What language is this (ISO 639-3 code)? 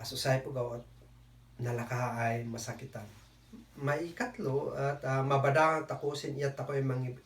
kne